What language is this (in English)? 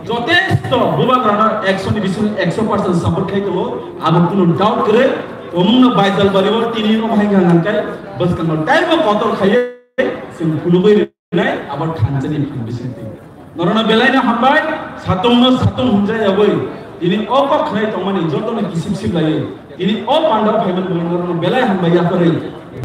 Kok Borok